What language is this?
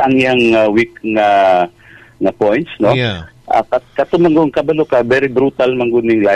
Cebuano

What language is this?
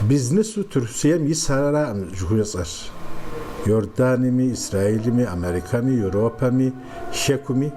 Kabardian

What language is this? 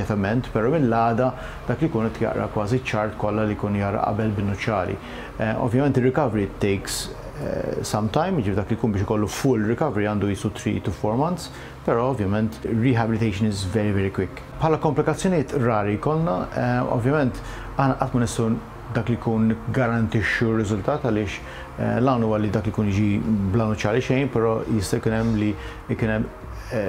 Maltese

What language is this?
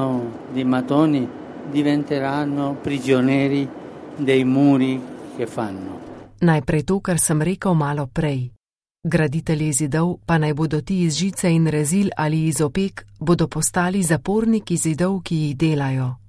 Slovenian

